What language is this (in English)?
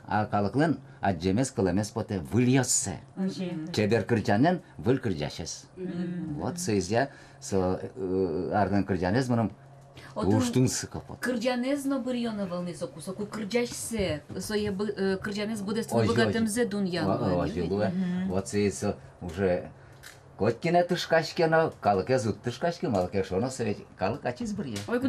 Udmurt